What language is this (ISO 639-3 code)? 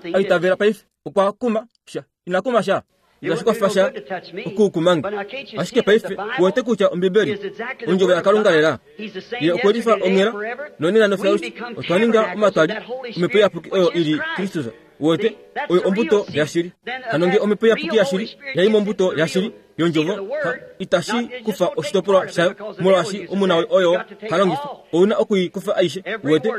kua